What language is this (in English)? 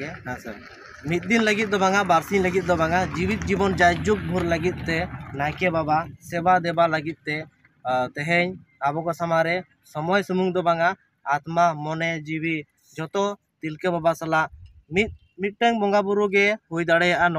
Santali